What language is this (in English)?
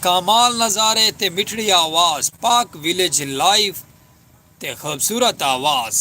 Saraiki